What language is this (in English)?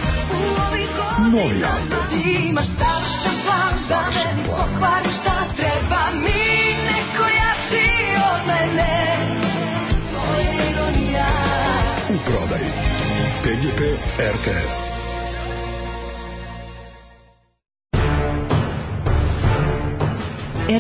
Serbian